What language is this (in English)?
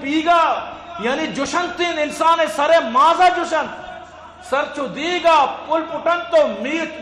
Eastern Balochi